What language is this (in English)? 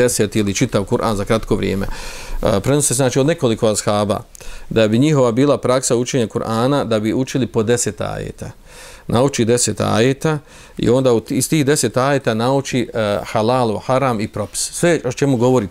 Bosnian